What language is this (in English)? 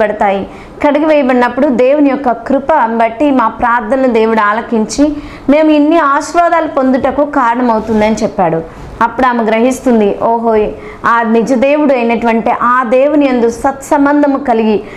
Telugu